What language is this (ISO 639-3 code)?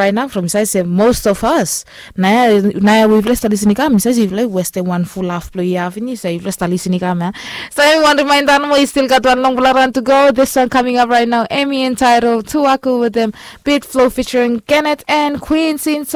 bis